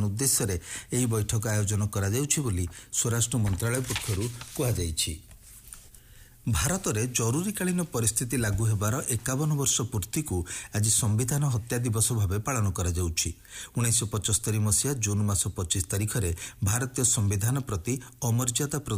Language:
Odia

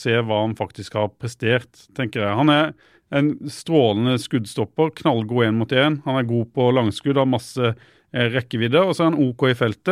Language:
Norwegian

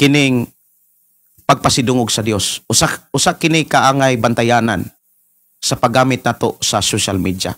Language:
Cebuano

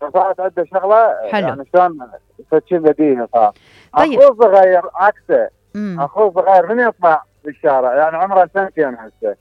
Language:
Mesopotamian Arabic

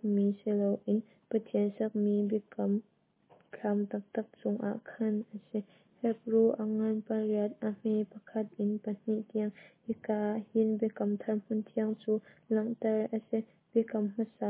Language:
Hakha Chin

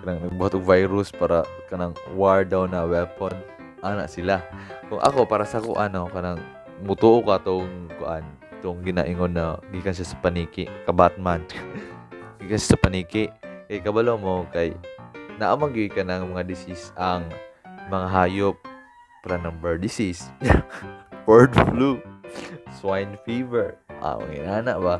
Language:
Cebuano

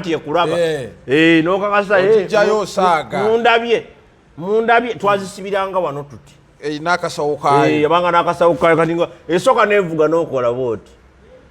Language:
Ganda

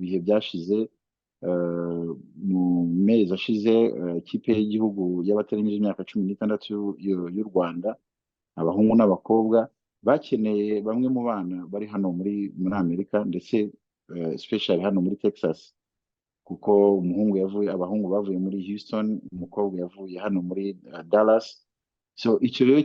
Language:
Kinyarwanda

